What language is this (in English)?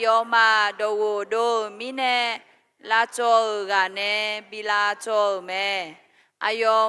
Akha